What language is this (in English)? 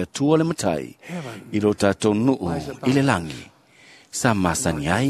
Samoan